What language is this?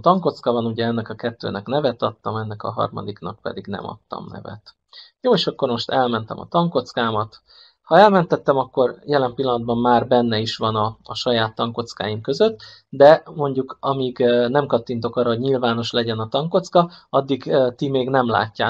Hungarian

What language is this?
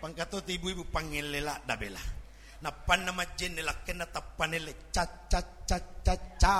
Buginese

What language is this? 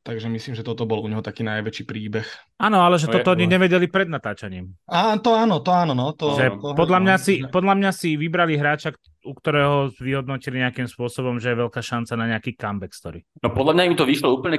Slovak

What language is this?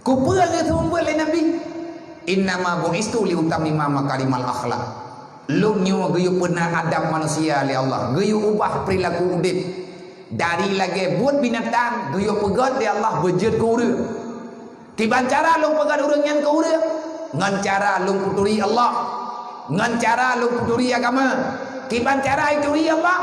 Achinese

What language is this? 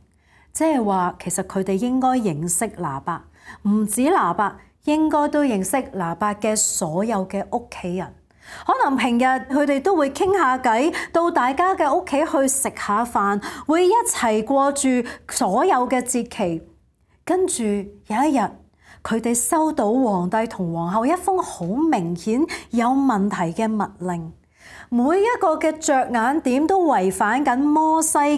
Cantonese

